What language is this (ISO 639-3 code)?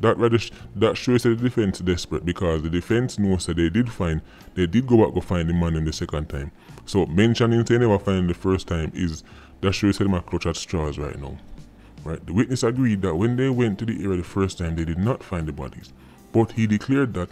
jam